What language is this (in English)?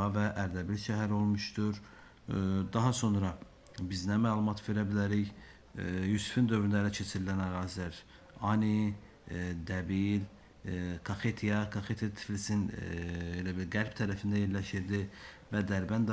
Azerbaijani